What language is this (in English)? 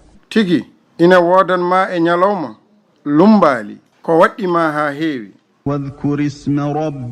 Fula